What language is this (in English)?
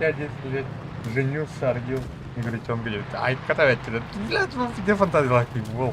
Yakut